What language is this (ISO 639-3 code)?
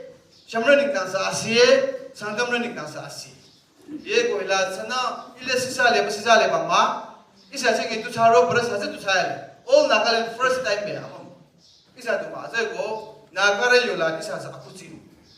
nag